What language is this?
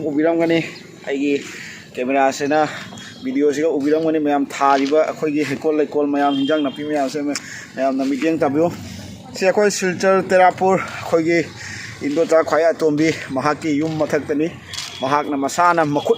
Manipuri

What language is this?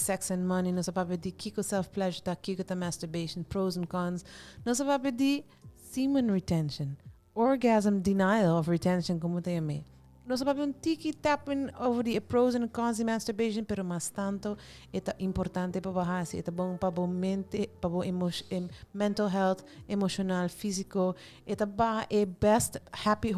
Papiamento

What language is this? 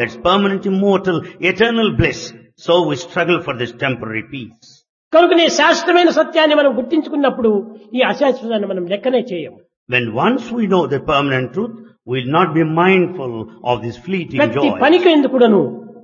Telugu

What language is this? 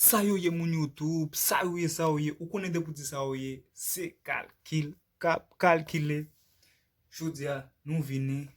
Haitian Creole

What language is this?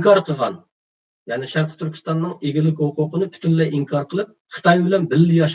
Uyghur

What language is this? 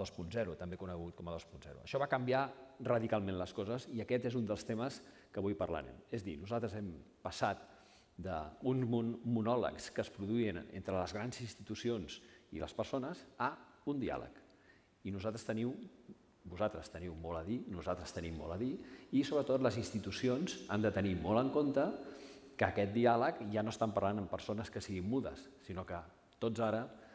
Catalan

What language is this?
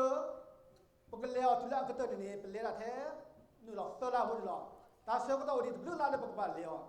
S'gaw Karen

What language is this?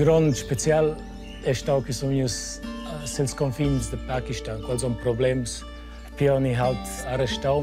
Romansh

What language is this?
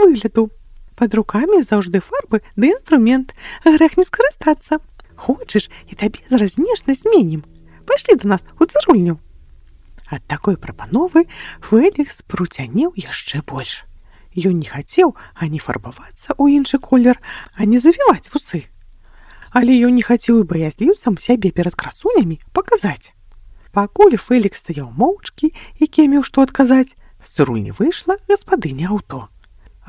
Belarusian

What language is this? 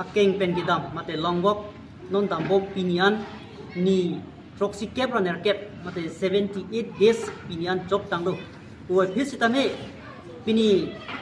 Karbi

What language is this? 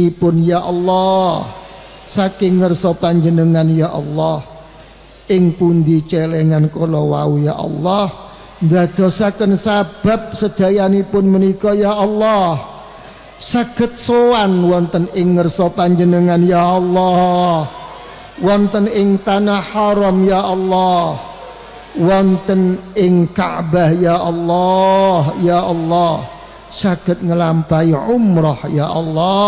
Javanese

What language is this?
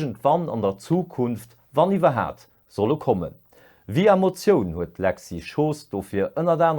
Luxembourgish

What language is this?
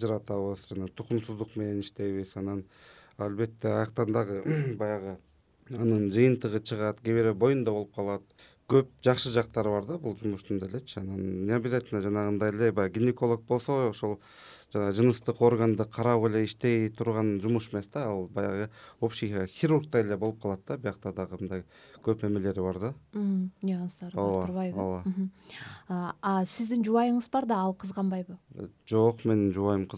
Kyrgyz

